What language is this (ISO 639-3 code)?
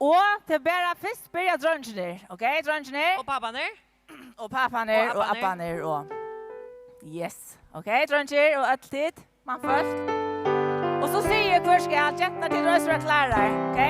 fao